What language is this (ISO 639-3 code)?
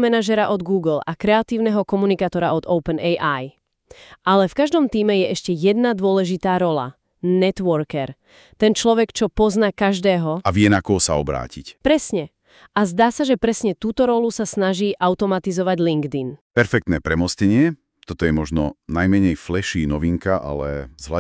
slk